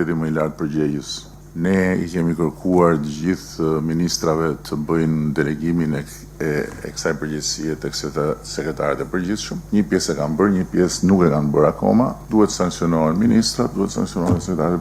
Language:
Albanian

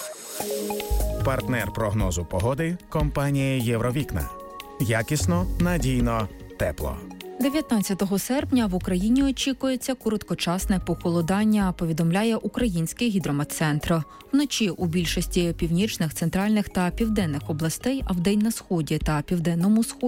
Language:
Ukrainian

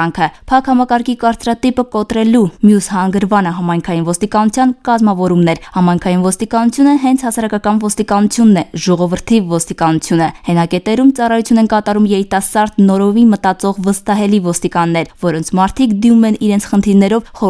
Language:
Armenian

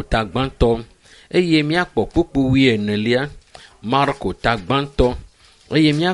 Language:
Ewe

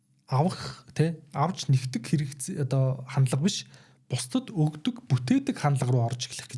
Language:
Mongolian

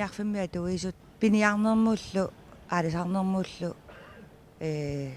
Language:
Kalaallisut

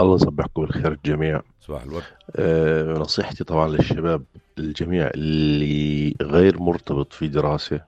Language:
North Levantine Arabic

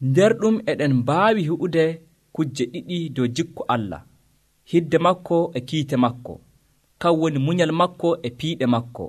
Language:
Nigerian Fulfulde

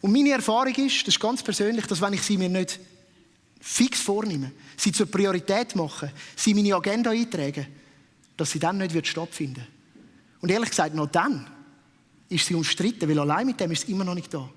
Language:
Swiss German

